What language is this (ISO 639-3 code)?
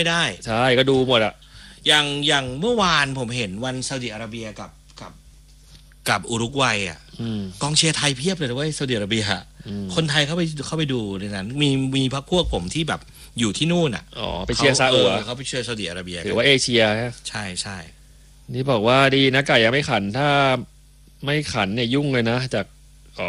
tha